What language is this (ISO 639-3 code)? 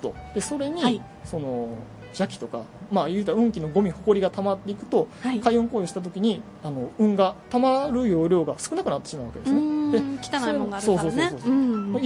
jpn